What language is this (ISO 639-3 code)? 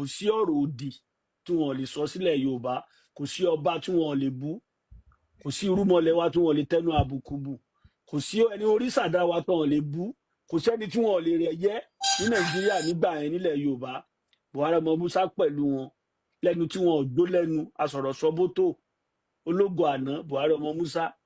yor